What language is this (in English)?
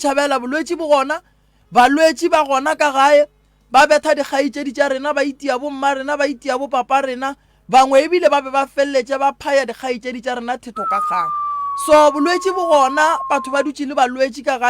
Northern Sotho